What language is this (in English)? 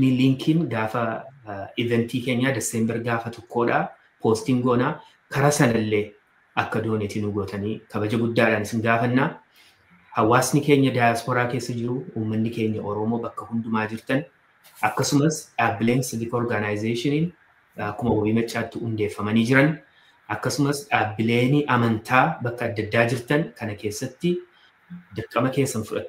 Oromo